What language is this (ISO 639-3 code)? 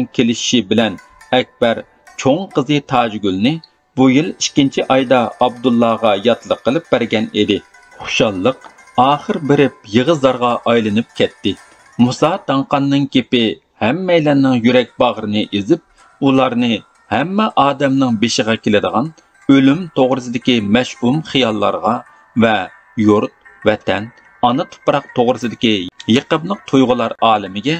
uig